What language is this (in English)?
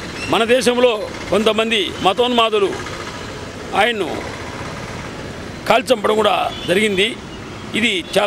Telugu